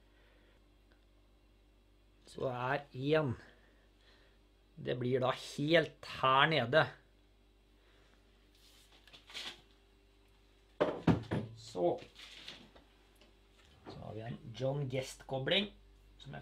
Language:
Norwegian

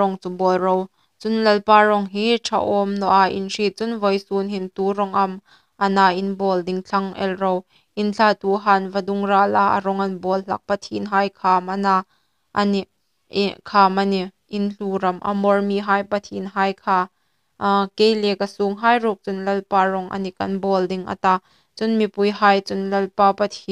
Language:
Hmar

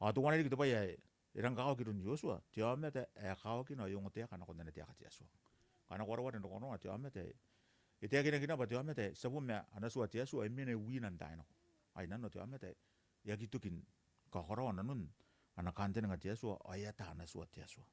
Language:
Gilbertese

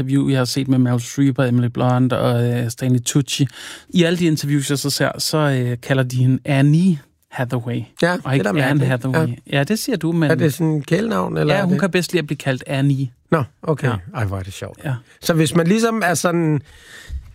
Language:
Danish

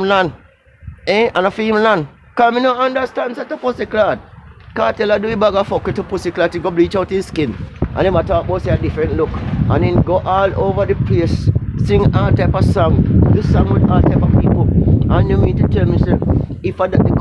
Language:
Jamaican Creole English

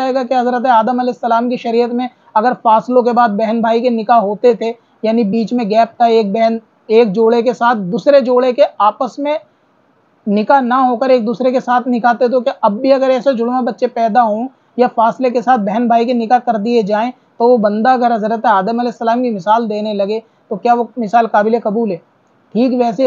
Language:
Urdu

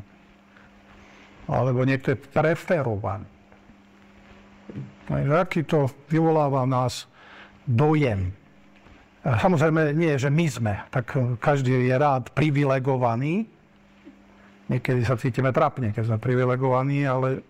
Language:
Slovak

